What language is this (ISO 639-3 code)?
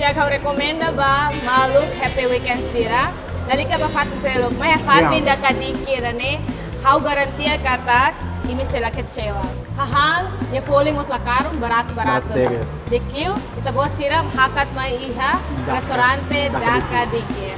tet